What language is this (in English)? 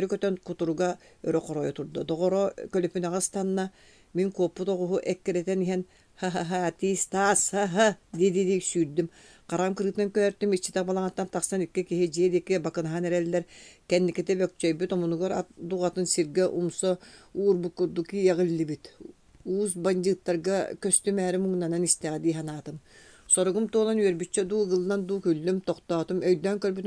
Yakut